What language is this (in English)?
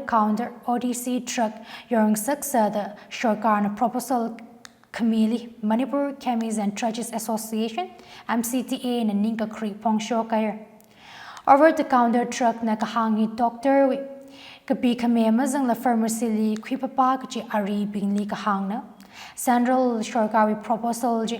Tangkhul Naga (India)